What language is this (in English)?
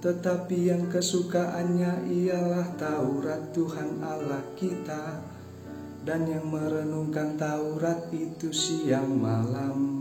Batak Simalungun